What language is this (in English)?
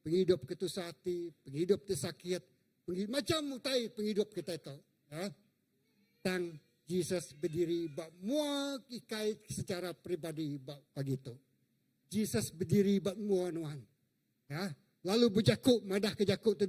Iban